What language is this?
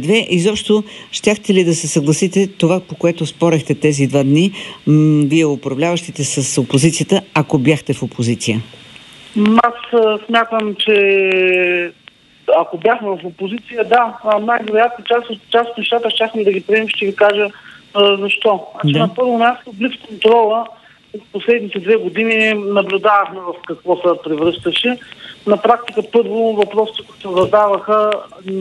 Bulgarian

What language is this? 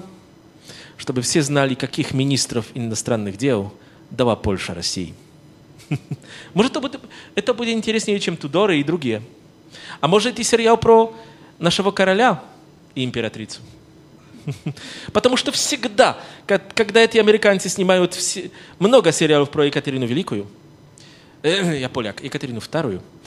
Russian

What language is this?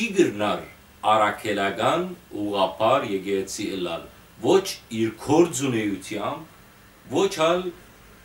Western Armenian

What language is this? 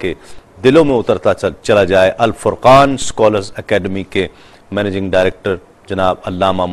Urdu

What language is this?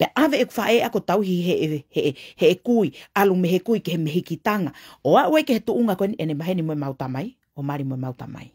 Tongan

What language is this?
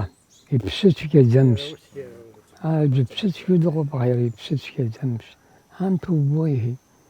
Abkhazian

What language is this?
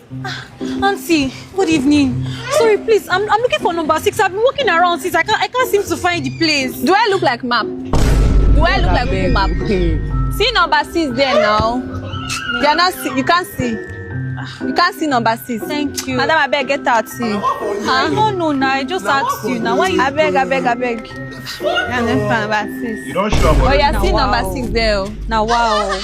Nigerian Pidgin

